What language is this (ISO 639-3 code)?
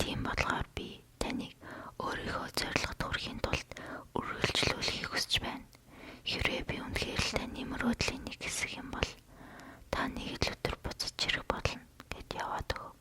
mon